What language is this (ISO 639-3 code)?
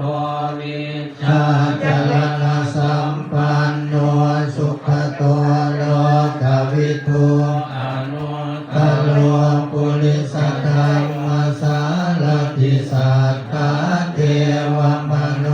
pli